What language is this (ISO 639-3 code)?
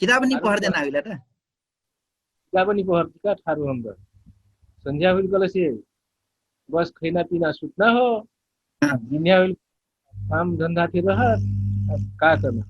thl